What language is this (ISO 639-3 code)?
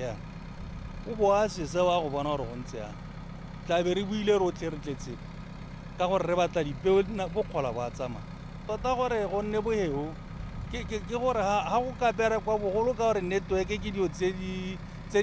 tsn